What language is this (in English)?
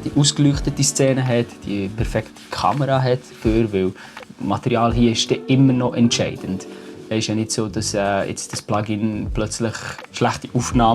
Swiss German